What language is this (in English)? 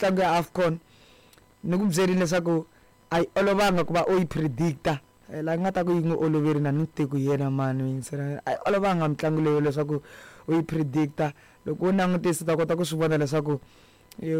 Tsonga